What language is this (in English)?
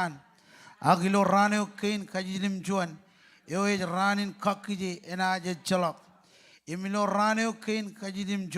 Marshallese